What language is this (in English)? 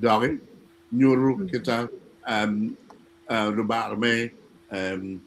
Acoli